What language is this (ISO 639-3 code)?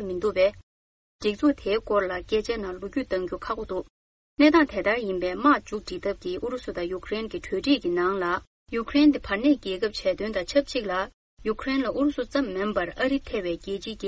bod